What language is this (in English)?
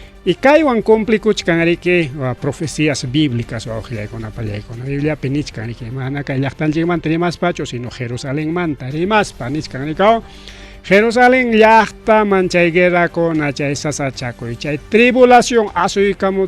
Ayacucho Quechua